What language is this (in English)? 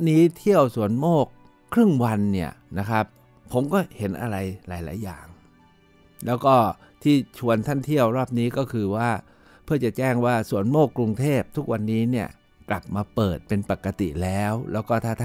Thai